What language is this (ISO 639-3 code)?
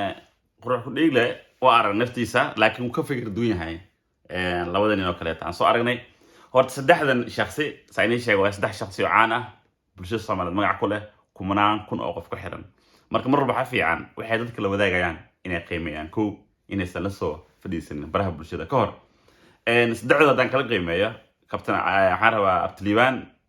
som